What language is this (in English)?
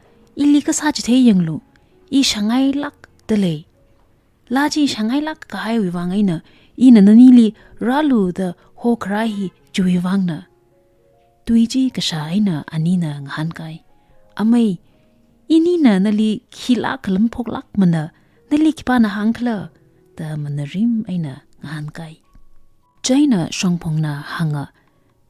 Tangkhul Naga (India)